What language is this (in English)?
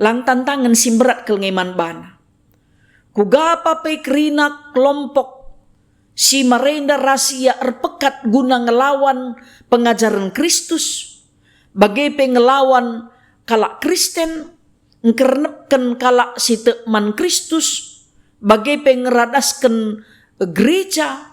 Batak Karo